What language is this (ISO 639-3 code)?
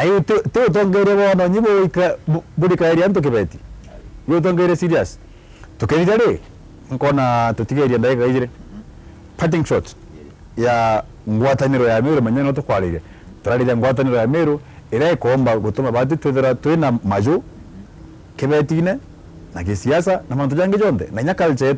mer